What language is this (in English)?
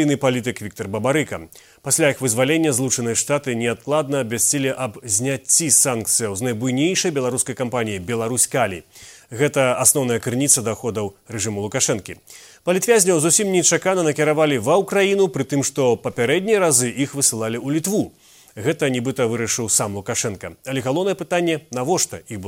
Belarusian